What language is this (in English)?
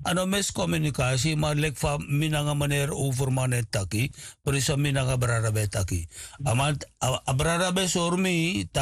Sranan Tongo